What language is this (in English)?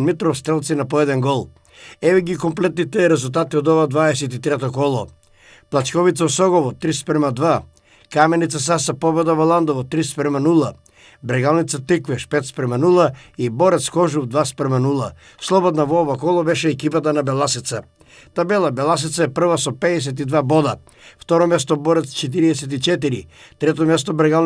Macedonian